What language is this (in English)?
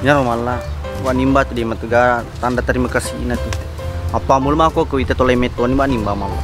Buginese